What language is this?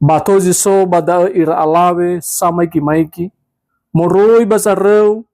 Nias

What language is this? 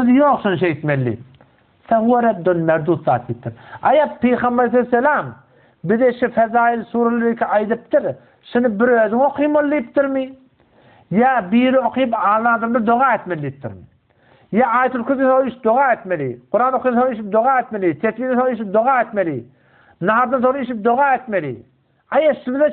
Turkmen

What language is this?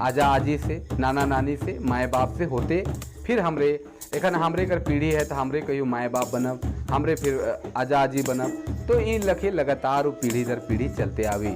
Sadri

